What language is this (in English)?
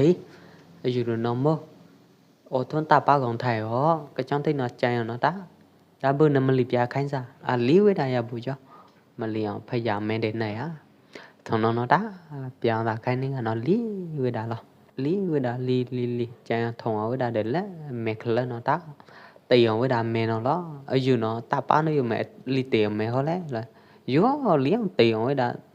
Pwo Eastern Karen